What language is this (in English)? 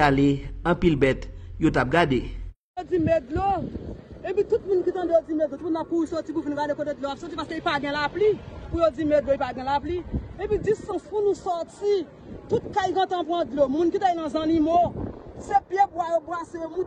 Haitian Creole